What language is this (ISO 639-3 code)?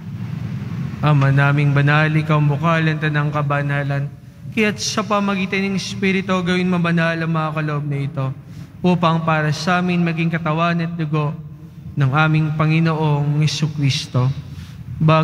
fil